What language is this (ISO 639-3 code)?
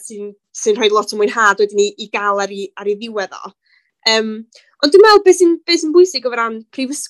cym